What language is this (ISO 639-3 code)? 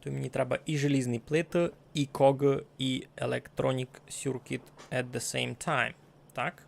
rue